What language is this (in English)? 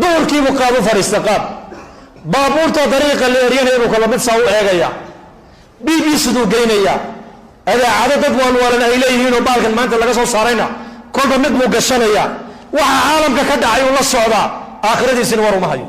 Somali